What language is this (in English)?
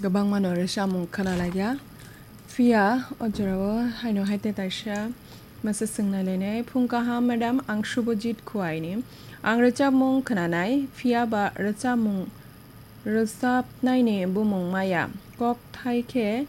Kok Borok